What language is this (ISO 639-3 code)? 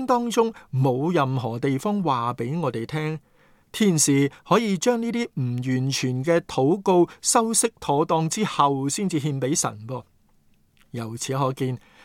yue